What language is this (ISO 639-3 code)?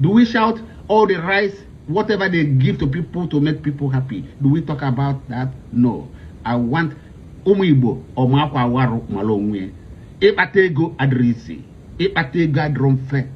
ibo